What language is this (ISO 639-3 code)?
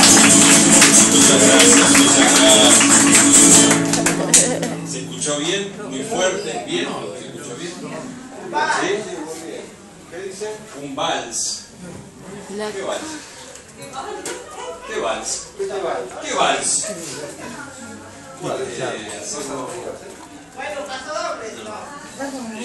spa